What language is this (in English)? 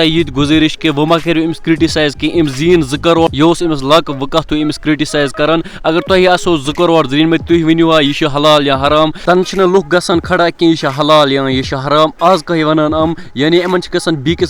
Kashmiri